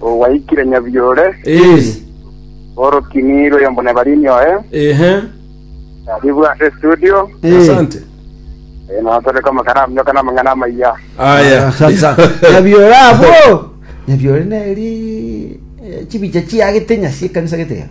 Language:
Gusii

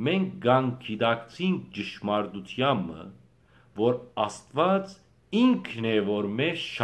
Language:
Western Armenian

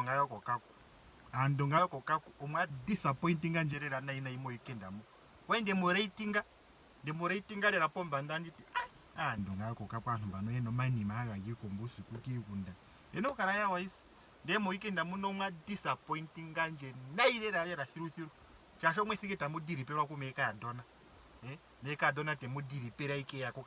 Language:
Ndonga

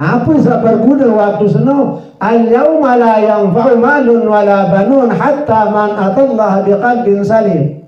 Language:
Sasak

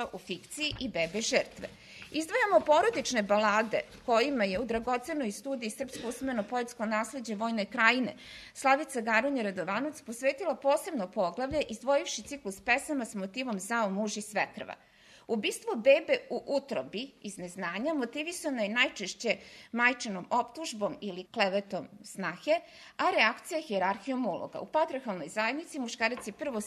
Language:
Serbian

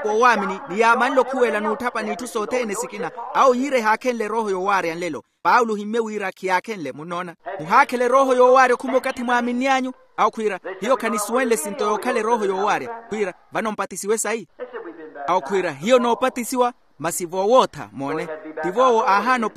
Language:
Makhuwa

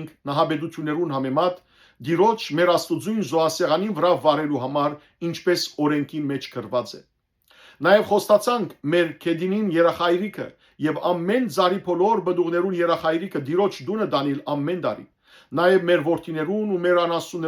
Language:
Western Armenian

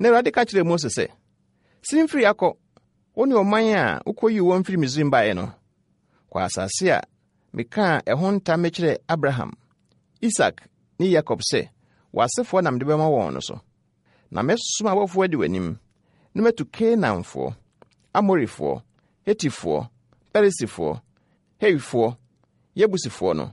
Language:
Akan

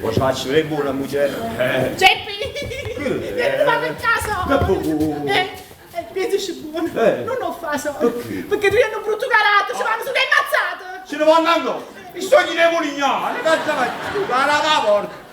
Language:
Neapolitan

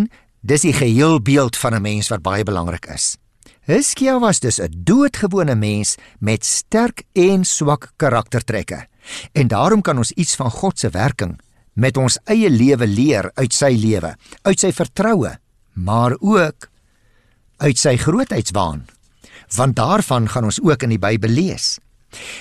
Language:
Afrikaans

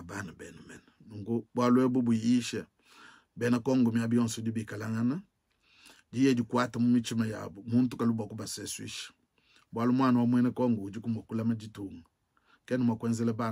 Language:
Luba-Lulua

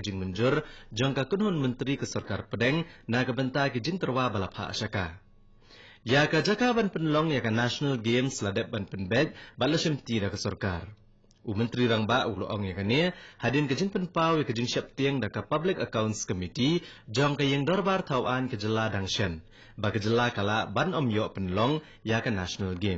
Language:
Khasi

